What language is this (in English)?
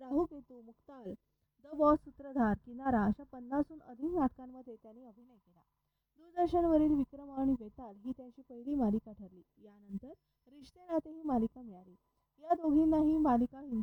Marathi